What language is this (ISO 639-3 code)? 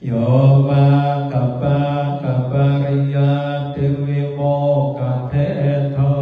pli